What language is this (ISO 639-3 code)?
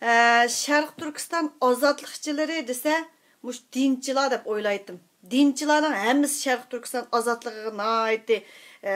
uig